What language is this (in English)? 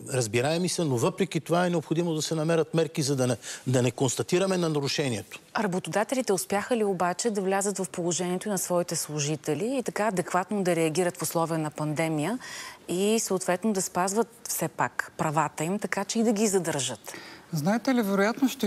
Bulgarian